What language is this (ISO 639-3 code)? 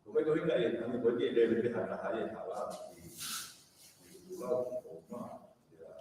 ton